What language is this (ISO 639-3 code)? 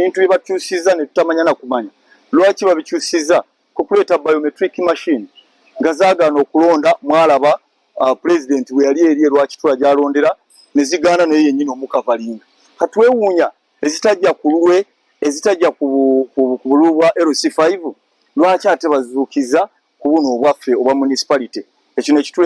lug